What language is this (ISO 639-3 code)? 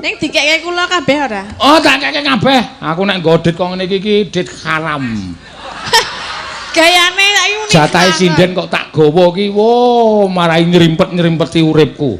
jav